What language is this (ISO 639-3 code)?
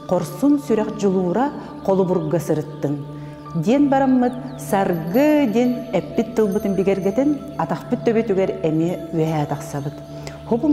sah